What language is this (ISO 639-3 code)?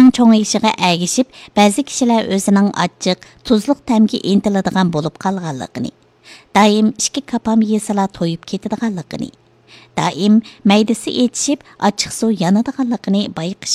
uig